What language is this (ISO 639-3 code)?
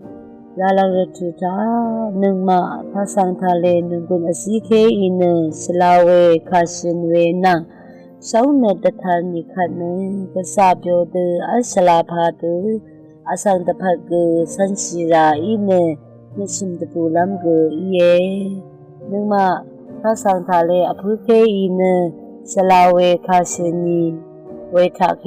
raw